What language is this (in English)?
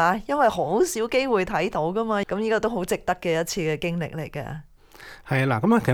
Cantonese